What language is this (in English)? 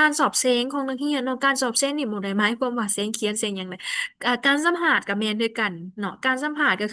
Lao